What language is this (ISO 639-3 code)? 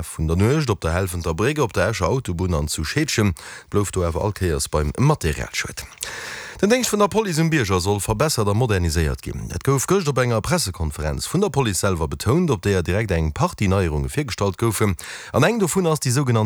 ltz